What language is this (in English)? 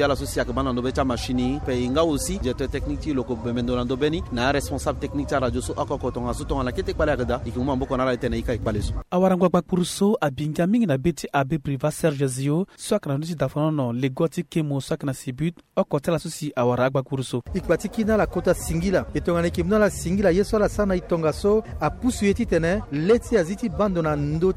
Sango